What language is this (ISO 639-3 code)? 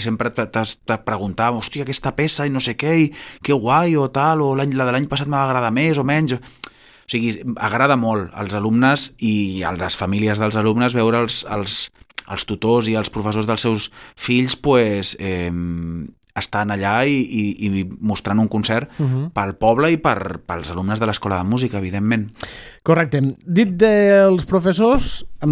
cat